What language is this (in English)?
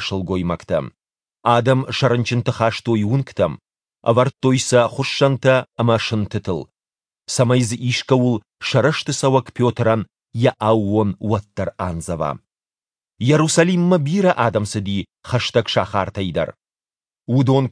Ossetic